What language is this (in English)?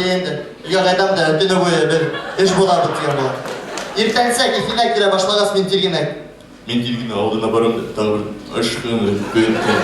Bashkir